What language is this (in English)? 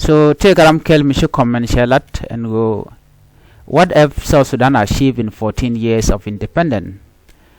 Nuer